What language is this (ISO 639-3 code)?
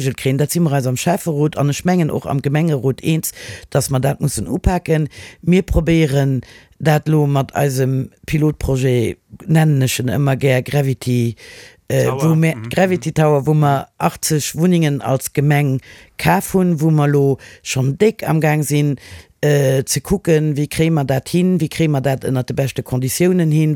ltz